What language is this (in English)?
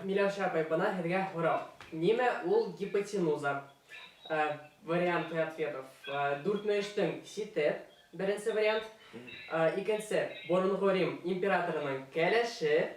Bashkir